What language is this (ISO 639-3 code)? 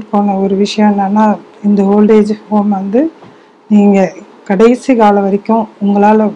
tam